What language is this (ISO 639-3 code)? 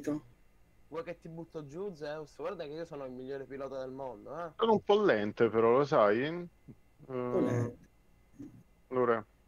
ita